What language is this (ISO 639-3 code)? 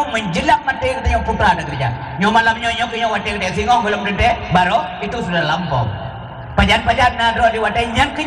ace